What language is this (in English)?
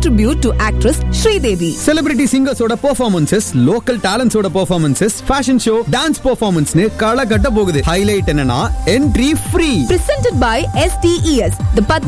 Tamil